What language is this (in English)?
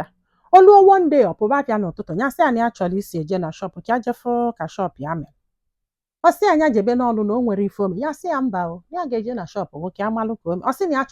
Igbo